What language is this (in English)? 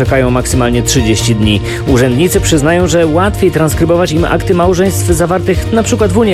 Polish